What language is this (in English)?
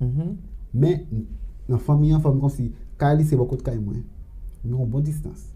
Haitian Creole